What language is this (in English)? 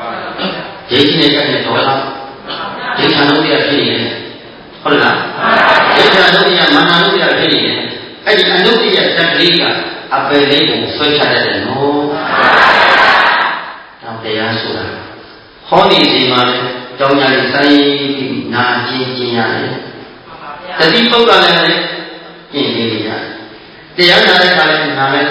Burmese